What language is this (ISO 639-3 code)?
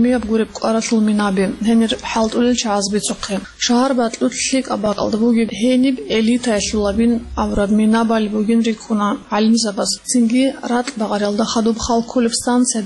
ava